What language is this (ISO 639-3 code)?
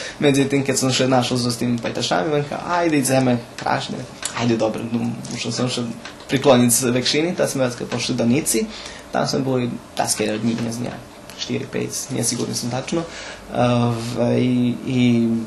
rue